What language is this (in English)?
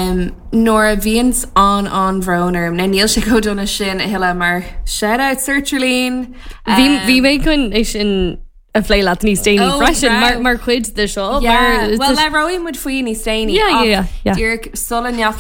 Irish